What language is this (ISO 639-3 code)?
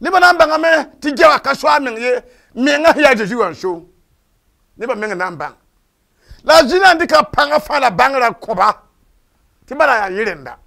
mos